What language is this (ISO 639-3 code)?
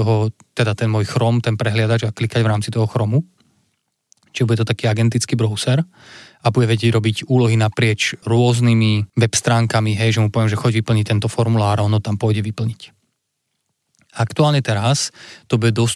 slk